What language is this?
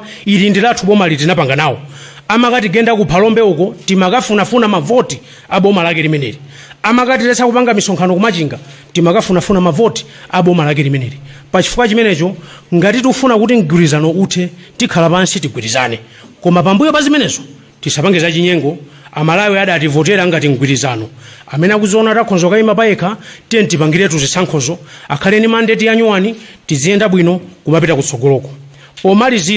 Nyanja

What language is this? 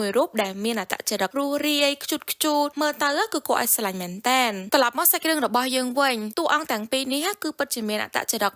Khmer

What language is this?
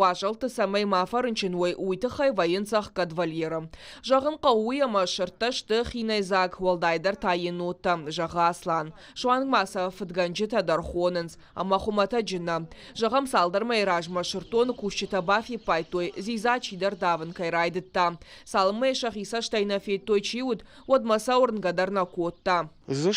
Ossetic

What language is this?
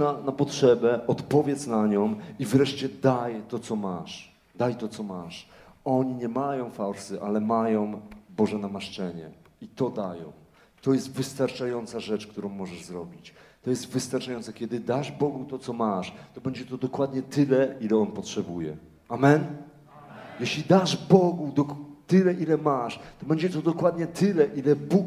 Polish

